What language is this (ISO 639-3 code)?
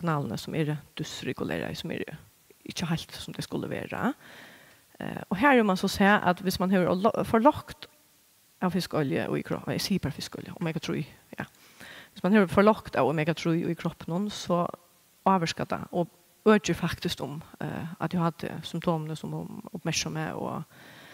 fao